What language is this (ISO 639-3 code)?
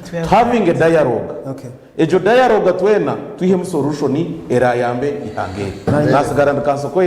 nyn